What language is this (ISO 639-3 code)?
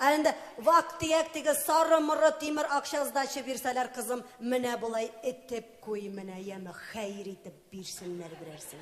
tat